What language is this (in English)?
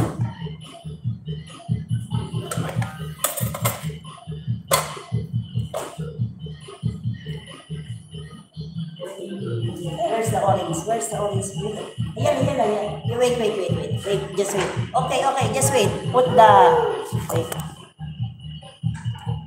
Filipino